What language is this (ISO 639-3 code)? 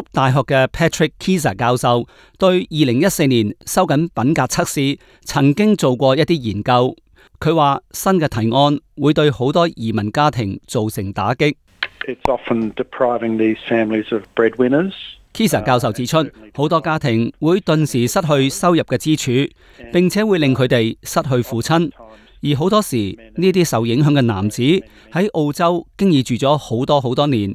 yue